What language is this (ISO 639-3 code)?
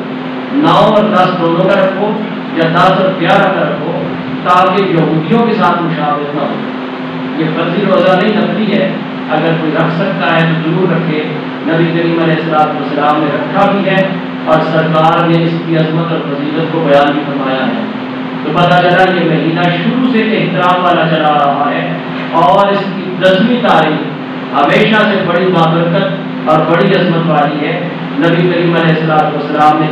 urd